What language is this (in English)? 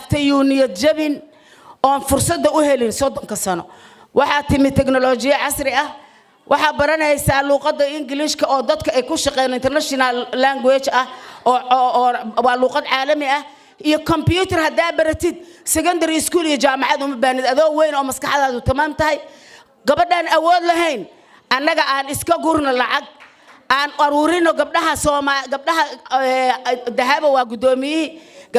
Somali